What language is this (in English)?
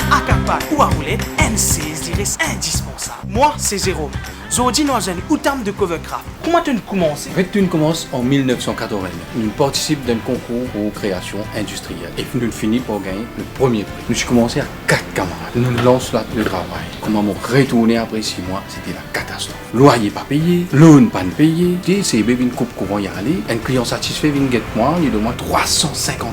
Morisyen